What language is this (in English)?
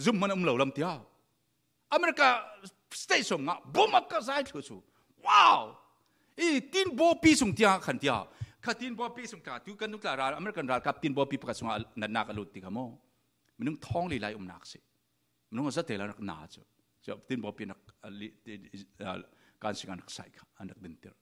Falam Chin